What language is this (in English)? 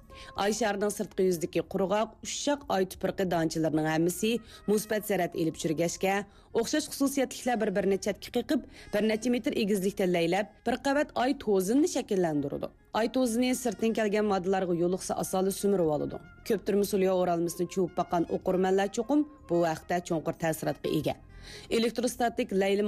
Uyghur